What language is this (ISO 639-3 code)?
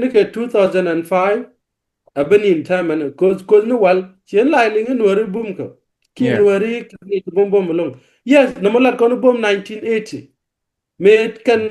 nus